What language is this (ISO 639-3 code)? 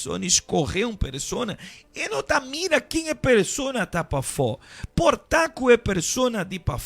pap